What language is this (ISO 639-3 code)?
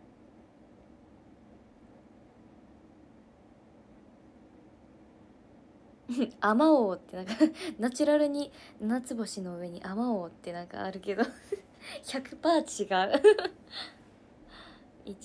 jpn